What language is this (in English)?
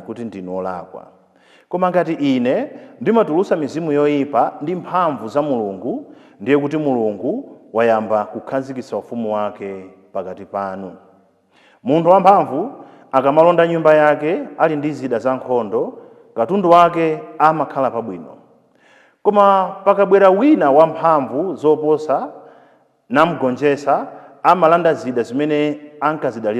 Nyanja